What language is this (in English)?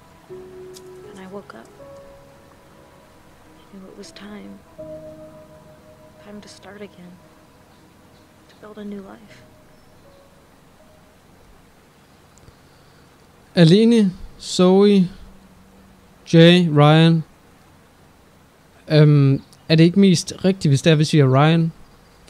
Danish